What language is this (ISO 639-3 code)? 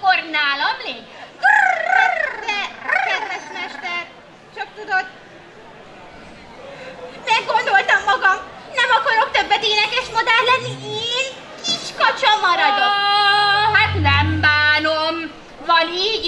hun